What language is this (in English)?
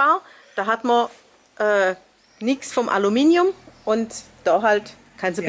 Swabian